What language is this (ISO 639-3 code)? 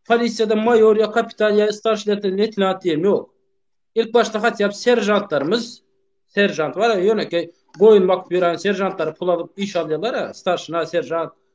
tuk